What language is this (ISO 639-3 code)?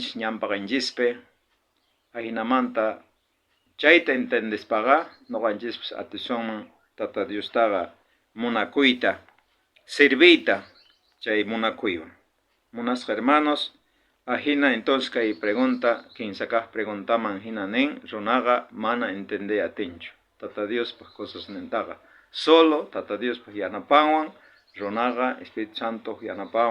quh